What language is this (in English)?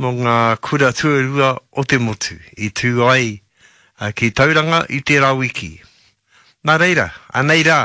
Māori